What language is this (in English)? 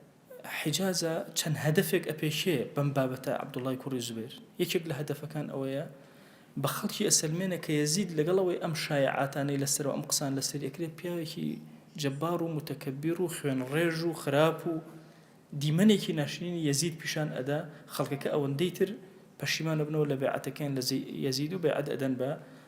Central Kurdish